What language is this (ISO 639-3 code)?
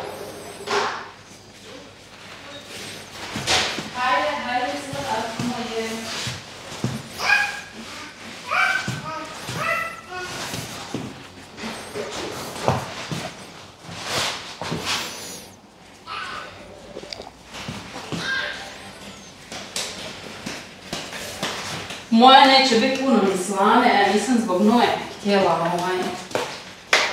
hrv